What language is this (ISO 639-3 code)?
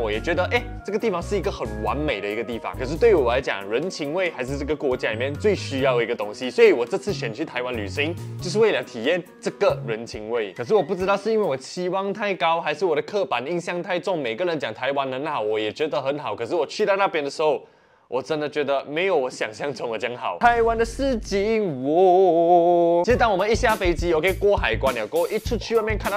zho